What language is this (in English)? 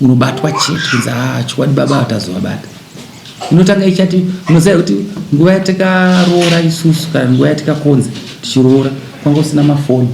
Shona